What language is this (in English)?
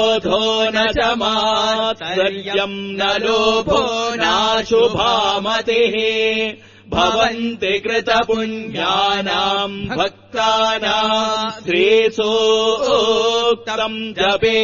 Sanskrit